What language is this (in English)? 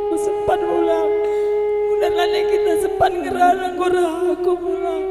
Batak Karo